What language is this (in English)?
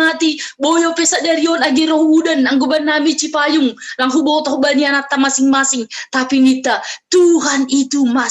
Batak Simalungun